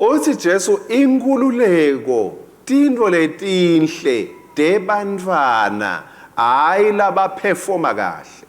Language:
Swati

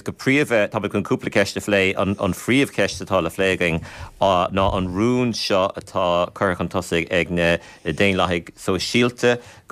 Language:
Irish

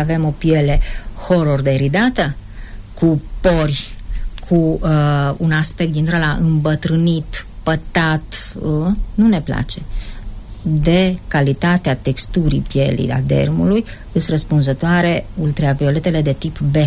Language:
Romanian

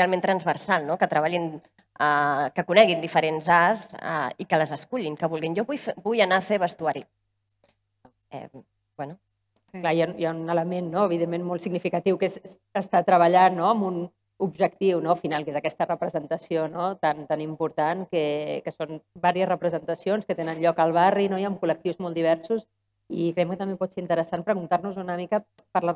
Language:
Catalan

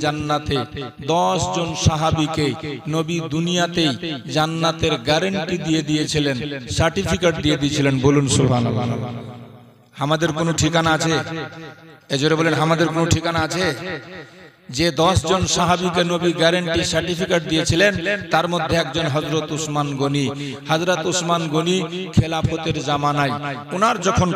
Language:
Bangla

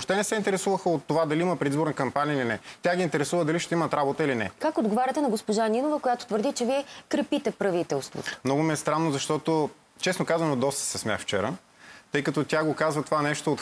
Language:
Bulgarian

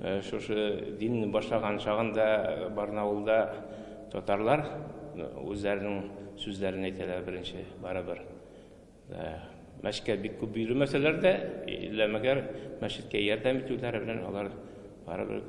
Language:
Tatar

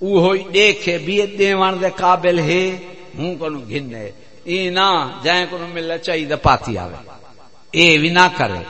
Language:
Saraiki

